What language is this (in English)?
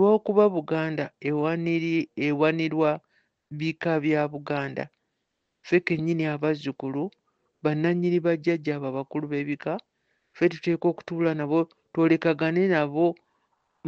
Ganda